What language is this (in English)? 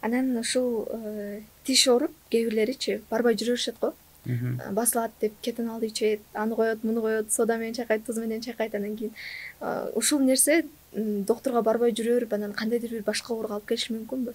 Kyrgyz